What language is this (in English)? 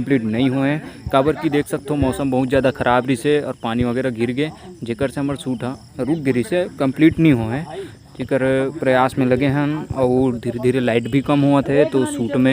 Chhattisgarhi